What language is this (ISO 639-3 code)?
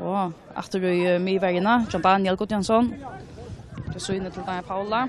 fao